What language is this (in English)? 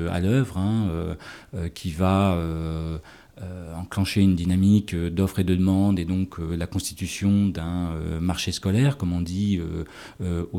French